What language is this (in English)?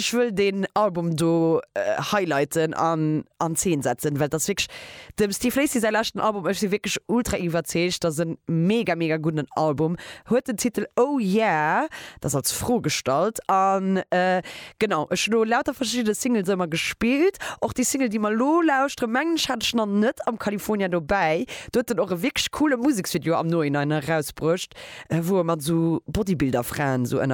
Luxembourgish